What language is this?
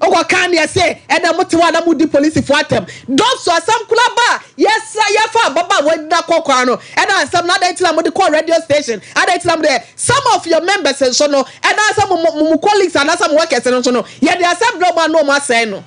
Akan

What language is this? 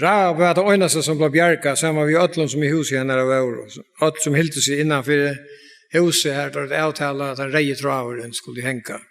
Faroese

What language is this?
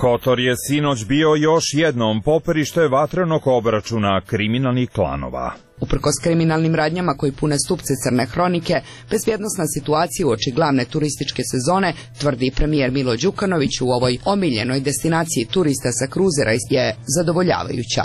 Serbian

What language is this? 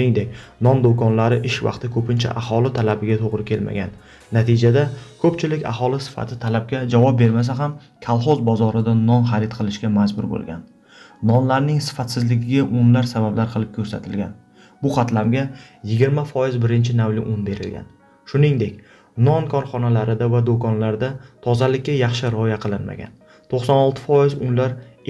Uzbek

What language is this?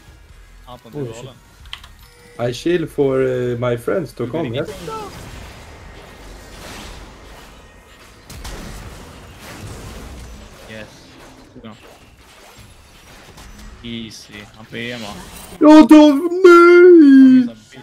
Swedish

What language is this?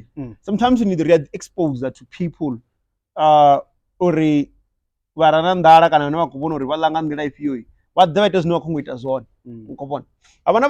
Venda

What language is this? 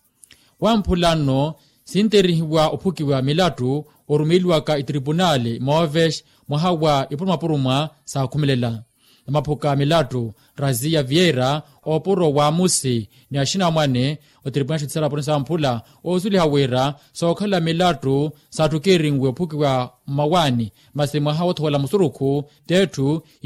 Makhuwa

